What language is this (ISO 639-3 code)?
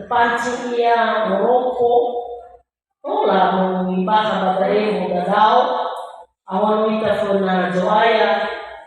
nia